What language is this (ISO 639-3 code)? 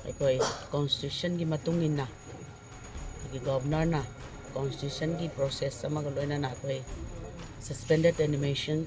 mni